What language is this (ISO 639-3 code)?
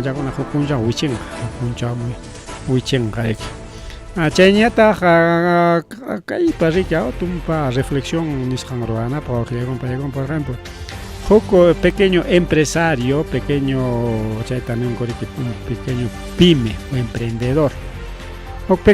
quy